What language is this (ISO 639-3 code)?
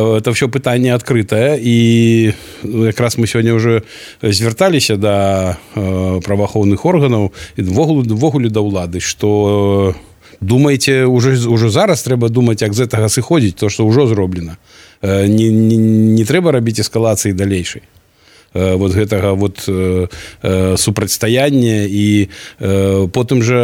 bel